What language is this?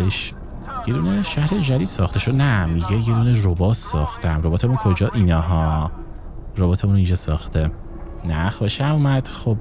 Persian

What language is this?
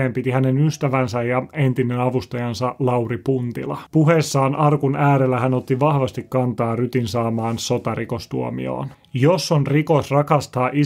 Finnish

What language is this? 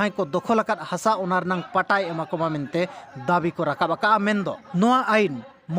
Santali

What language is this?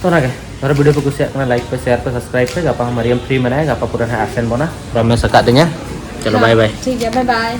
Santali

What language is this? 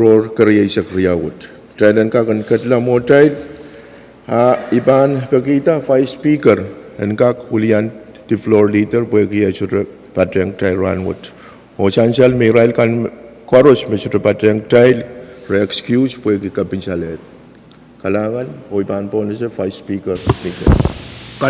Pohnpeian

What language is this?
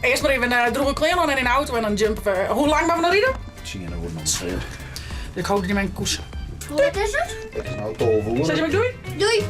Western Frisian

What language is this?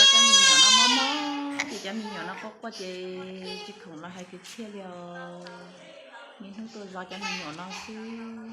Hmong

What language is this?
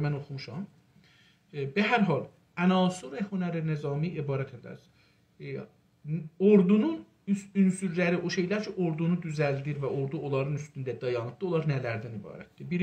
South Azerbaijani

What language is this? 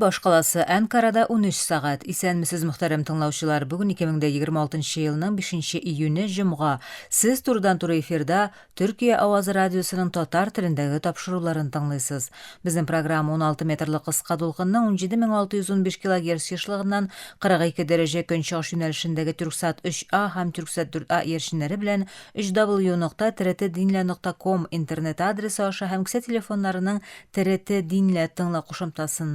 Tatar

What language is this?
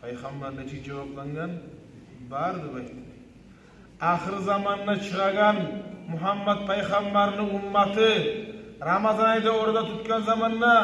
Kumyk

